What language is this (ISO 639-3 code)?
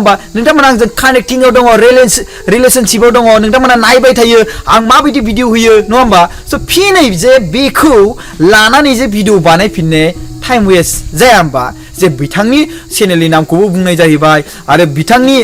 brx